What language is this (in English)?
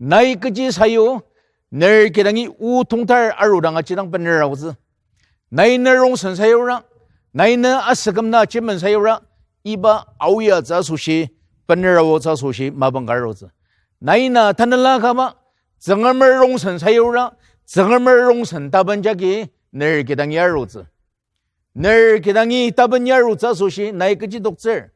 Ao Naga